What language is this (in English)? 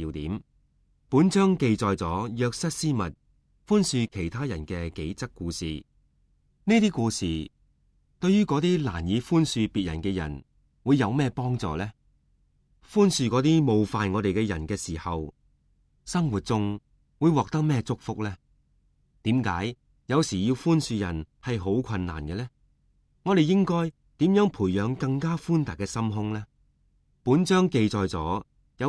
Cantonese